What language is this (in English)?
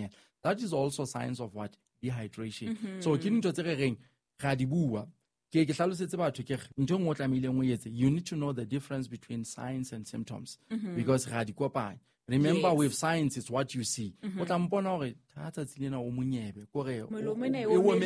Southern Sotho